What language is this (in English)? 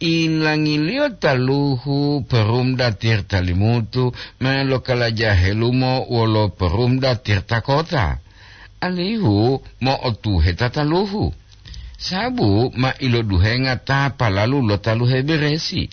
Gorontalo